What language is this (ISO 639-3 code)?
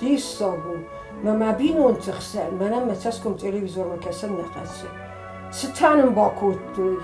oss